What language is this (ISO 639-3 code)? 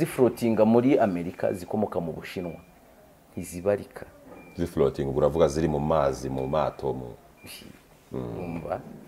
kin